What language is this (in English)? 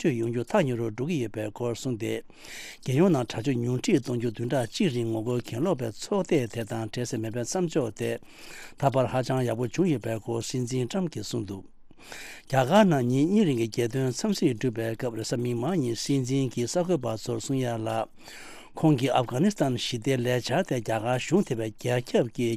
Tibetan